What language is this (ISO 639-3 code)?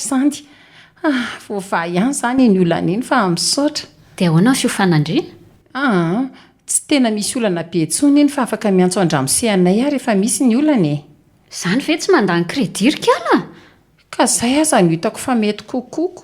mlg